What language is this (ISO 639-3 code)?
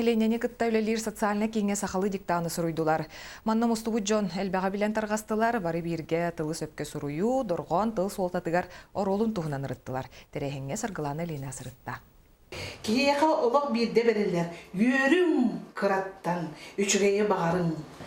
sah